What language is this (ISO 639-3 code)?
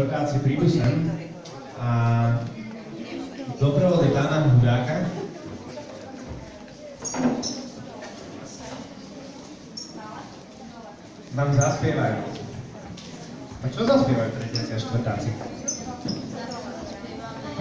slk